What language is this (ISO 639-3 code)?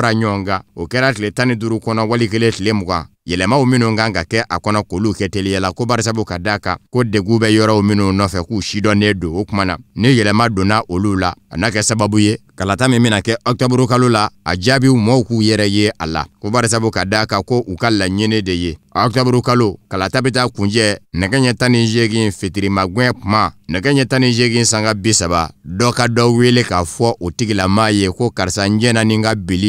bam